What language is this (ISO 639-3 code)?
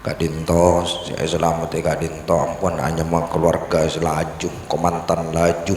mad